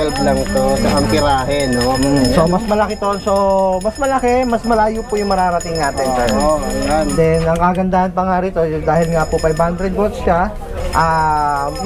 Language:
Filipino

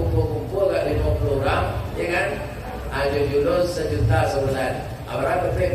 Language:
Minangkabau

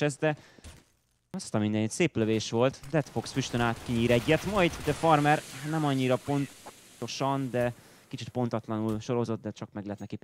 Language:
Hungarian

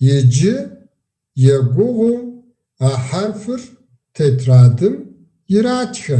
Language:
Kabardian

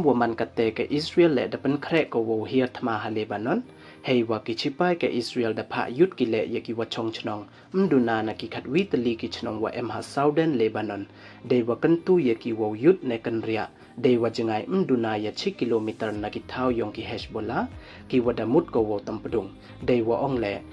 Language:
Pnar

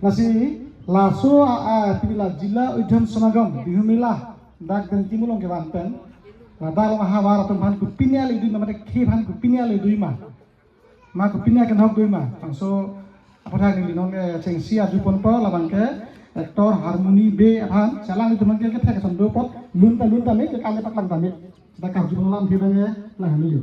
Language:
Karbi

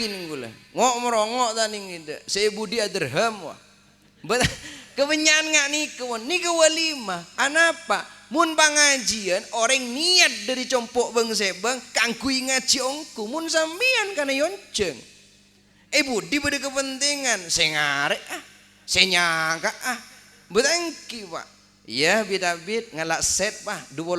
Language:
Madurese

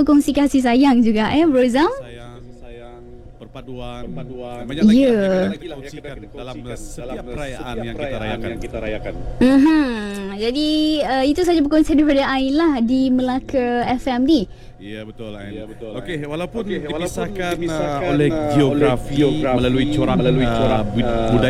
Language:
Malay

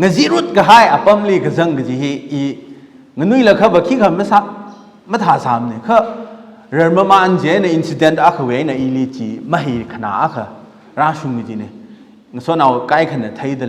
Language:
Tangkhul Naga (India)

